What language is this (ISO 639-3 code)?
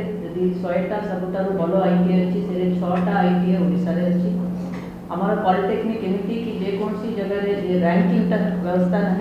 ori